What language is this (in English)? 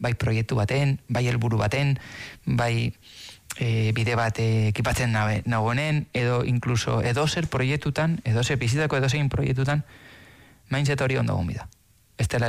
Basque